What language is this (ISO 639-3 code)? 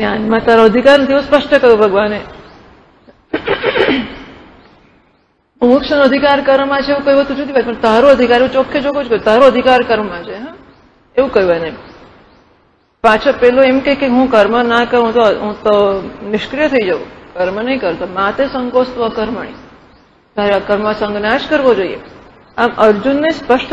guj